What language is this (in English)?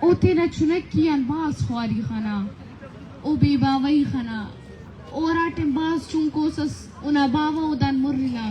Baluchi